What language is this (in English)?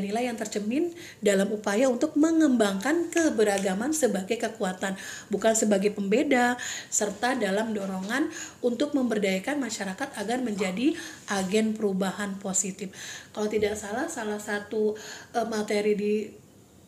Indonesian